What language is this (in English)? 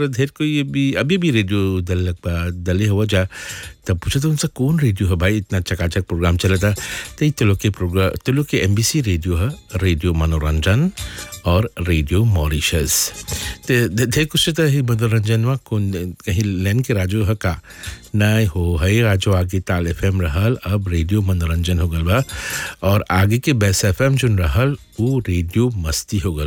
Bhojpuri